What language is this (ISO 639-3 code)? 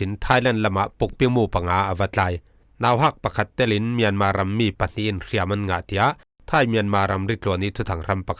cfm